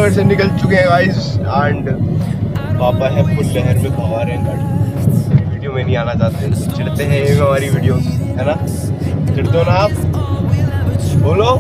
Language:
Hindi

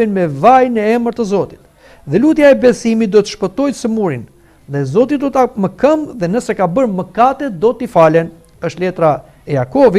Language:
Albanian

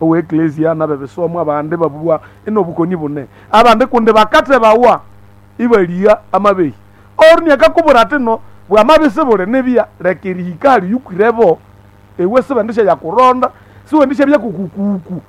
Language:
Nande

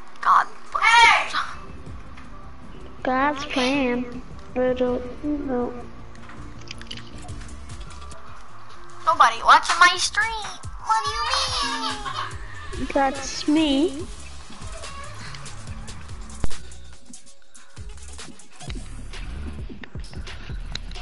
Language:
English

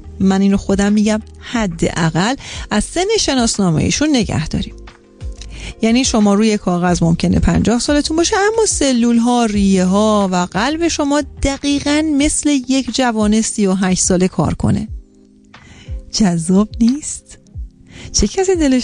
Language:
Persian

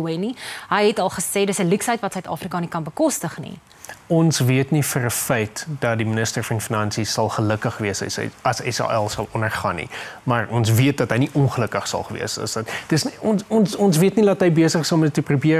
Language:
Afrikaans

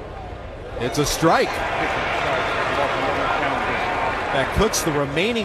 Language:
English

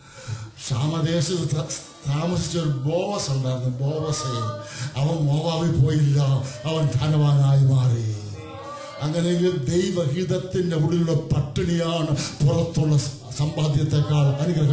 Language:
Malayalam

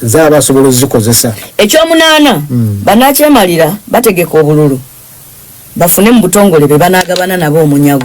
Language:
Ganda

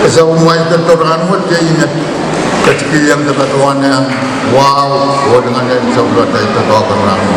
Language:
Pohnpeian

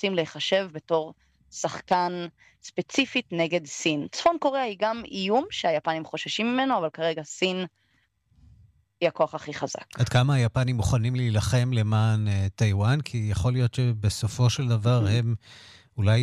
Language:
Hebrew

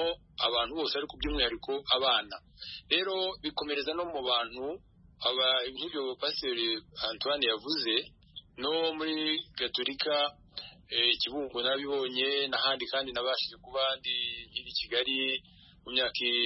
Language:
Kinyarwanda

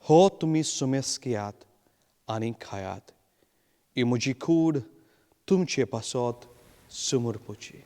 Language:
Konkani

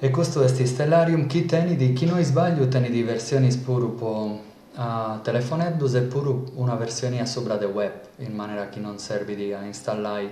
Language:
Sardinian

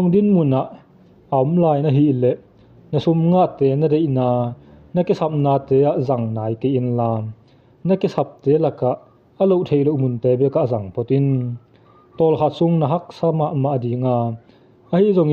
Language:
Tedim Chin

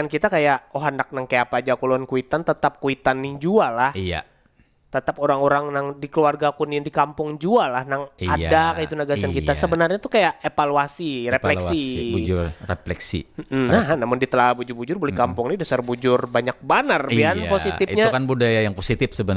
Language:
Banjar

